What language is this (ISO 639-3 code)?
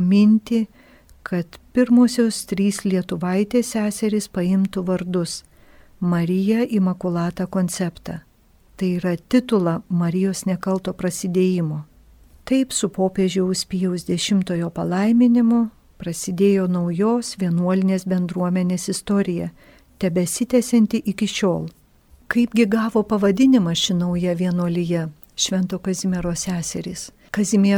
lit